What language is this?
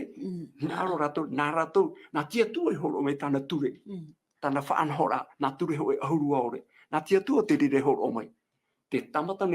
Tahitian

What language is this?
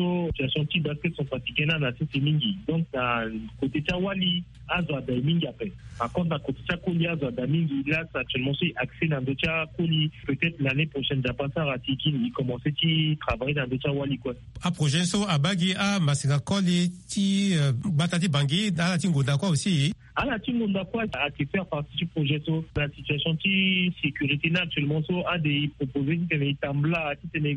Sango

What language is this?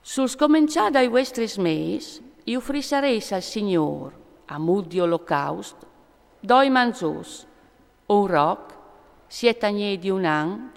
Friulian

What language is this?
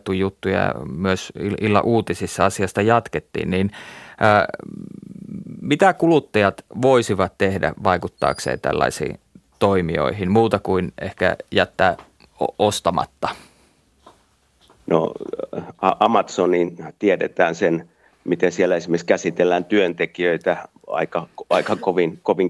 Finnish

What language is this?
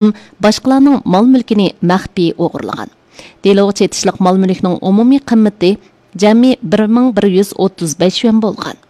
Uyghur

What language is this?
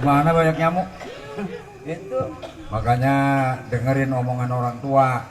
Betawi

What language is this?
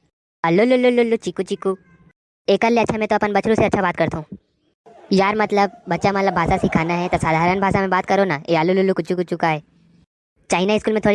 Chhattisgarhi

